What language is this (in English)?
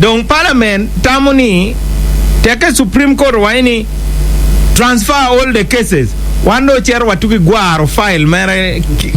Acoli